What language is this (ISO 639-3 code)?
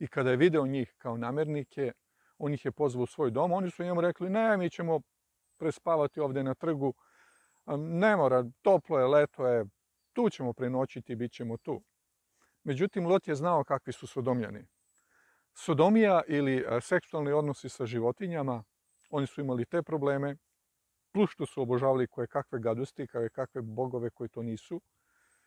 srp